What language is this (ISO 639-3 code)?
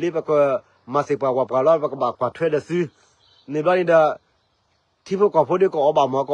ksw